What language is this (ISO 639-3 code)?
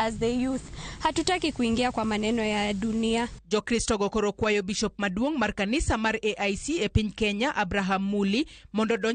luo